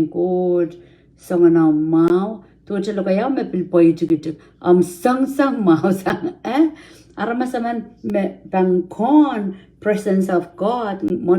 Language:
Pohnpeian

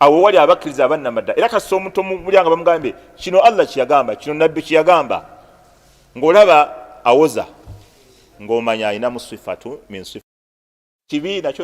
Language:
Ganda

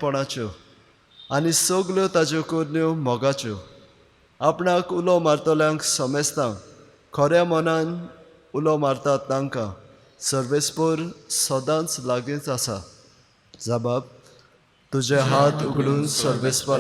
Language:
Konkani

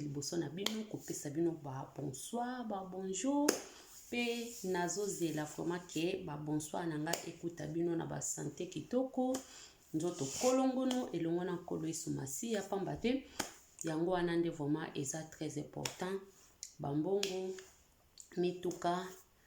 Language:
Lingala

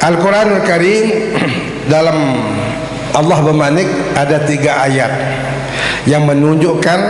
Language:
Sasak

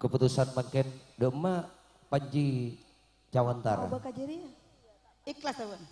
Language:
Madurese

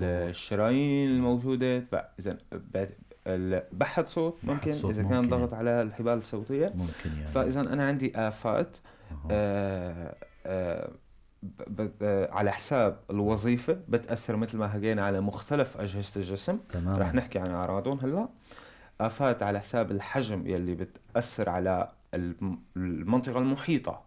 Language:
North Levantine Arabic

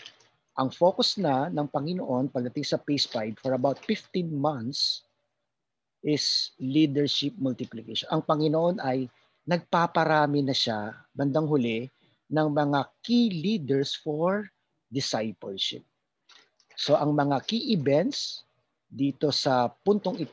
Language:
Filipino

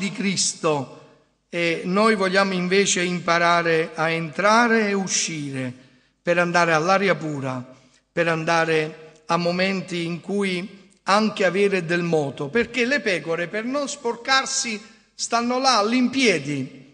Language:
Italian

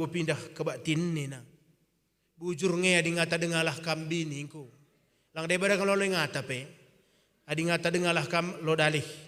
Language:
Batak Karo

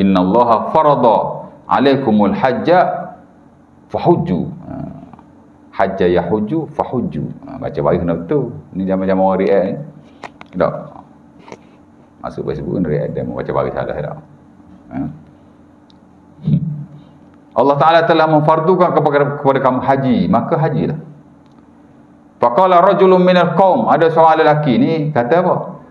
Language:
Malay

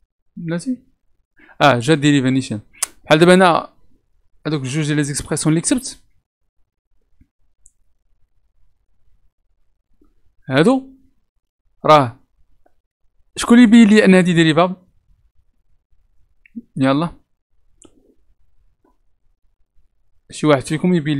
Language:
Moroccan Arabic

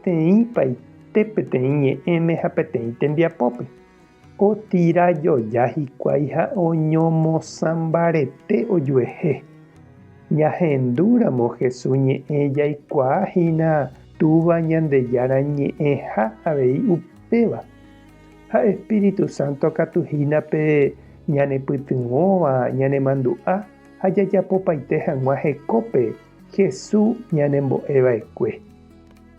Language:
Guarani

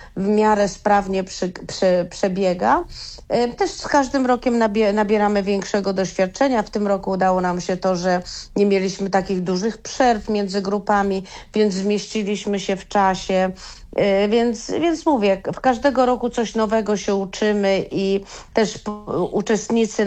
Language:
Polish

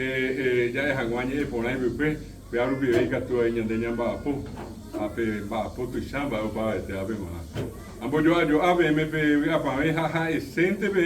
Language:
Guarani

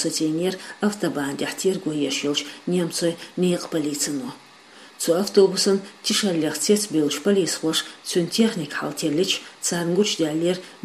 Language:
Chechen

